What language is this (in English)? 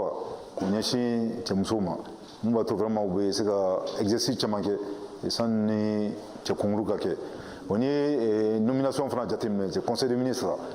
Bambara